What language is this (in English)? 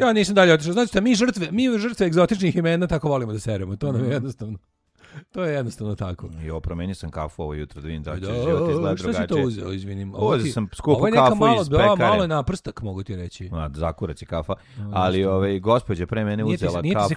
Serbian